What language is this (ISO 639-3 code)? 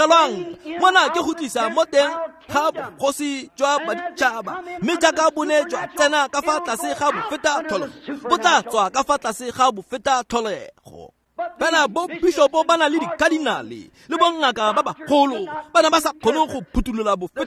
tsn